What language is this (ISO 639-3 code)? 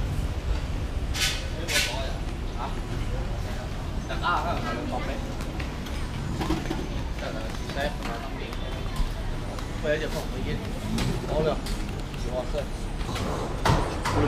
vie